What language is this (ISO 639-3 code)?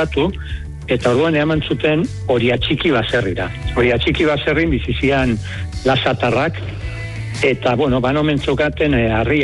eus